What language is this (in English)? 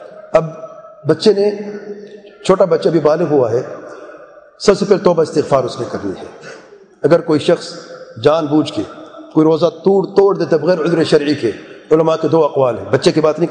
Urdu